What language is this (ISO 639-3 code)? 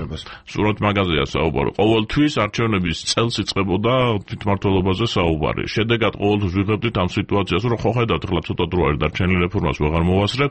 kat